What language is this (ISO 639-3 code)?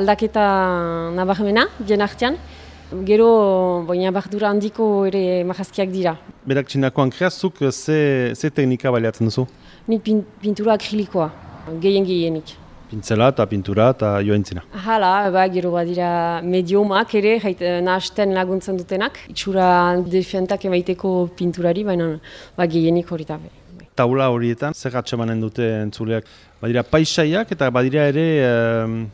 eus